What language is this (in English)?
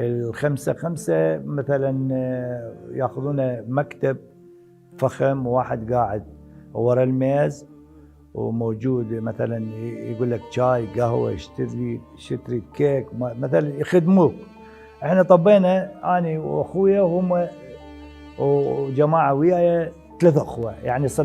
Mesopotamian Arabic